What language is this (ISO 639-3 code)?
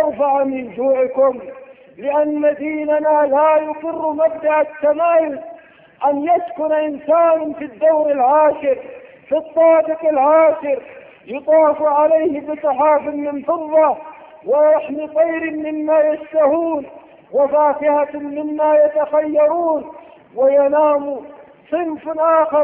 ara